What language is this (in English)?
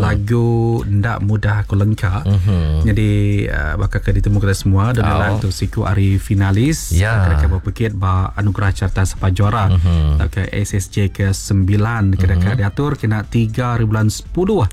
Iban